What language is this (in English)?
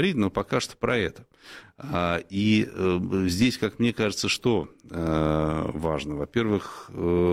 Russian